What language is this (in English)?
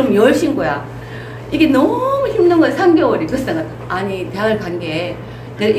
Korean